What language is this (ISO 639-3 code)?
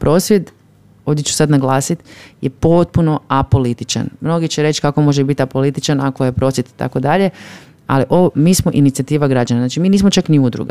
hrv